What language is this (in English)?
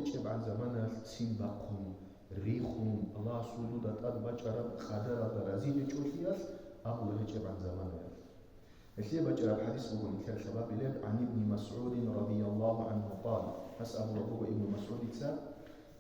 Avaric